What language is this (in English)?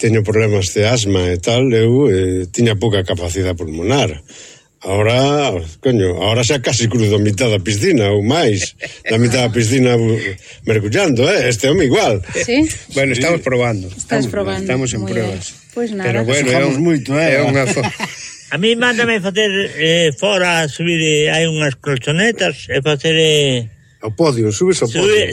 Galician